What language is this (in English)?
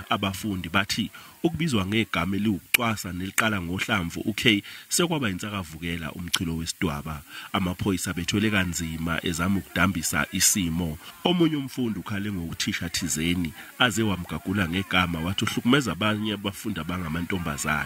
Zulu